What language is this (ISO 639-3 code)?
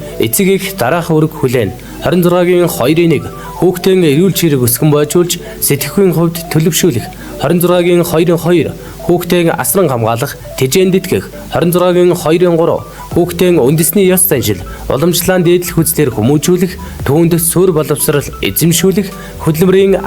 mon